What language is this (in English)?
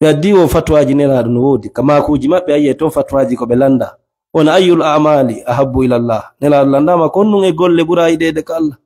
Fula